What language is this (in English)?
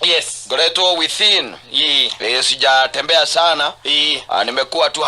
Kikuyu